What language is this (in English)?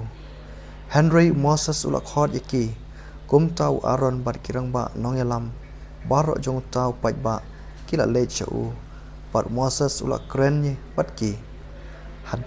Khasi